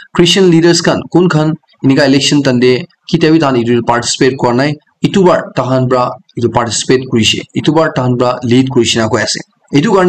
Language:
Naga Pidgin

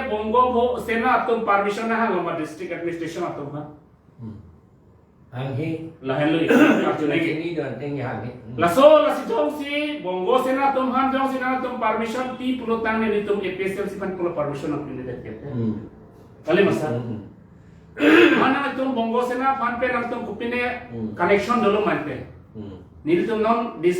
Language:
Karbi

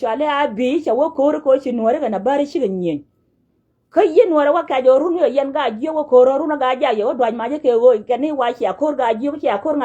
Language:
Nuer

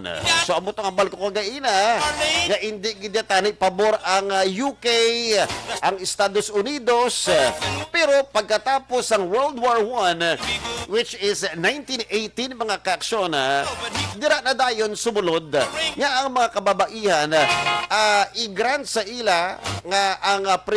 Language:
Hiligaynon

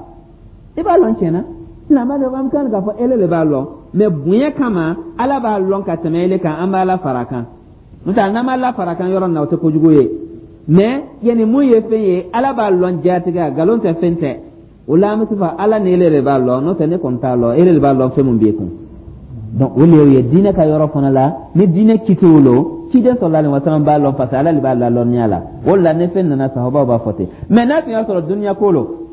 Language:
Dyula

